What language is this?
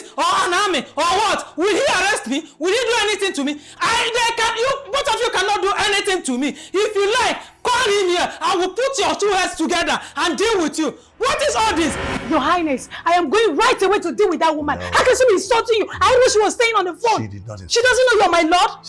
Nigerian Pidgin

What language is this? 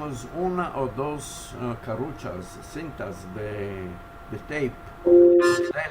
Ladino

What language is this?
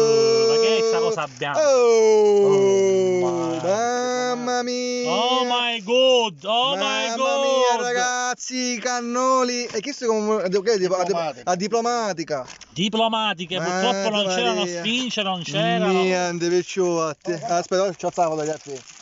Italian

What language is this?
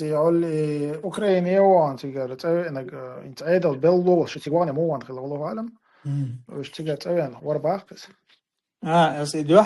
Chechen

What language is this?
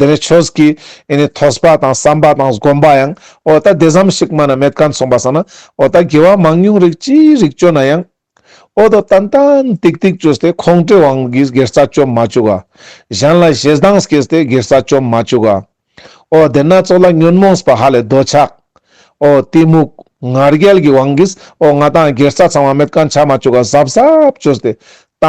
Ladakhi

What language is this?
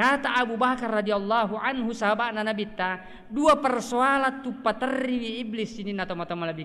Buginese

